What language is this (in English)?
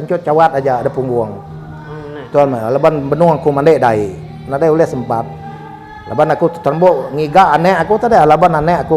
Iban